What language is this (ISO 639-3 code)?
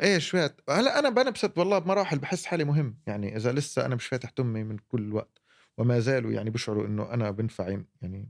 apc